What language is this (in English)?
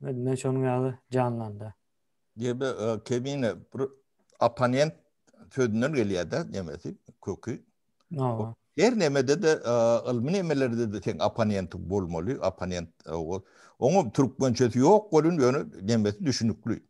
Turkmen